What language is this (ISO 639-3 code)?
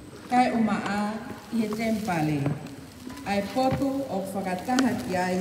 ton